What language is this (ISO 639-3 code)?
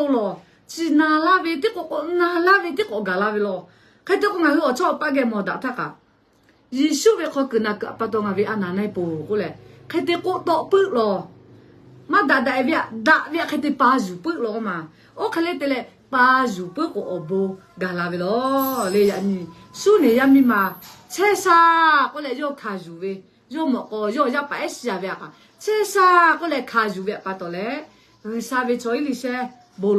lhu